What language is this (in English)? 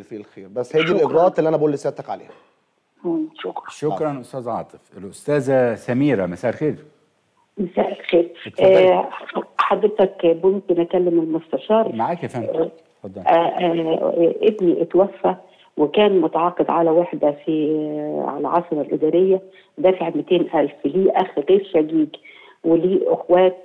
Egyptian Arabic